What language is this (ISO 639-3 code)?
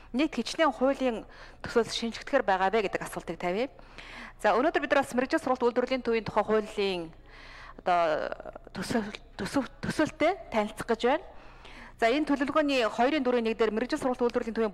mon